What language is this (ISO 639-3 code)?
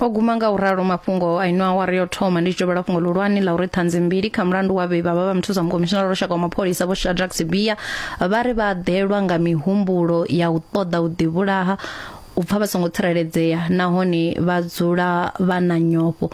ven